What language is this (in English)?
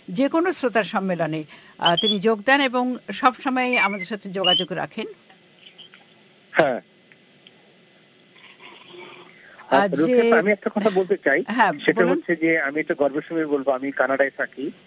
Bangla